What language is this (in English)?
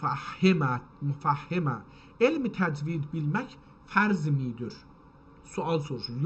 South Azerbaijani